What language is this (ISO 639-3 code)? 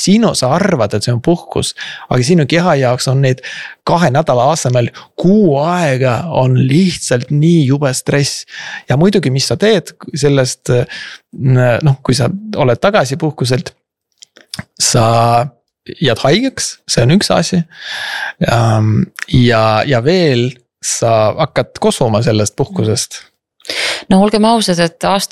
est